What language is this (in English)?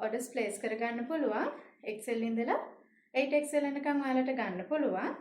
Sinhala